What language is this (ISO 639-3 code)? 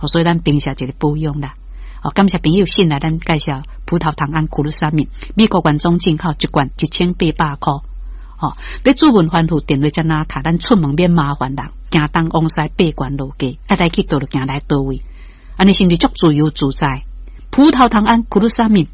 nan